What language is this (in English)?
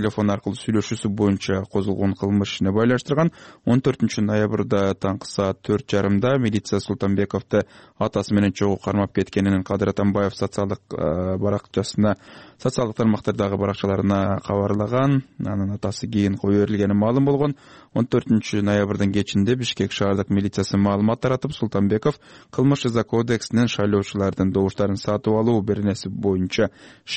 Kyrgyz